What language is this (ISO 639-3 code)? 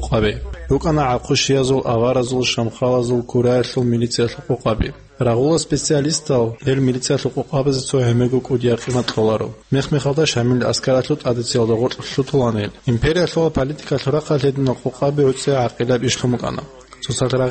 ava